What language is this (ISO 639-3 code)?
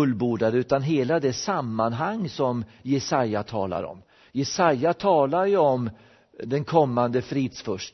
swe